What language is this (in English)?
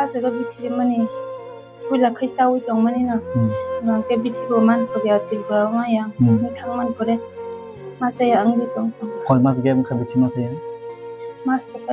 Kok Borok